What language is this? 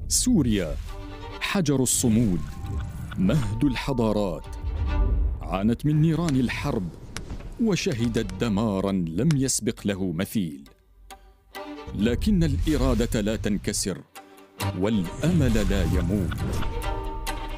Arabic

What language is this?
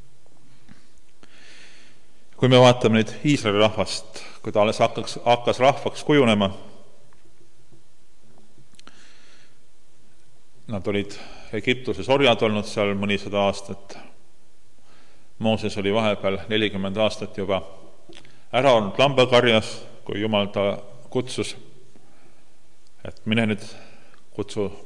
Estonian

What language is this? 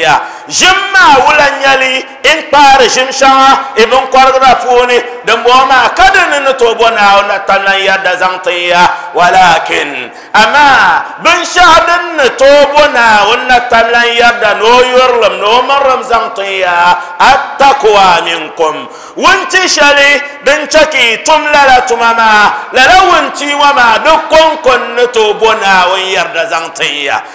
Dagbani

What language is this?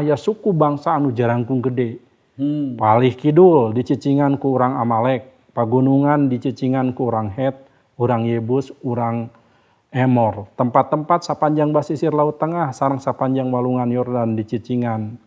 Sundanese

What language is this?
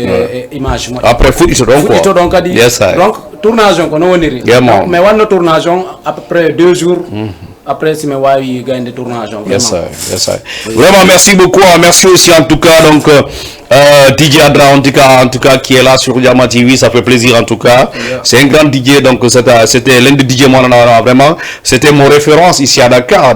Fula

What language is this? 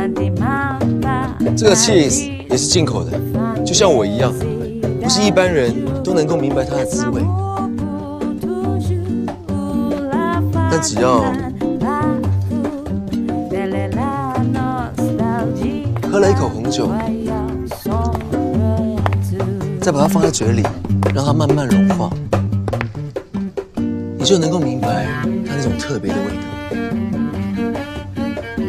Chinese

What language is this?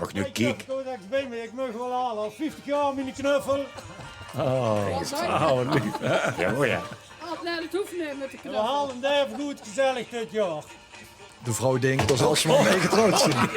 Limburgish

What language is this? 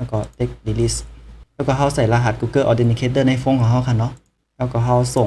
Shan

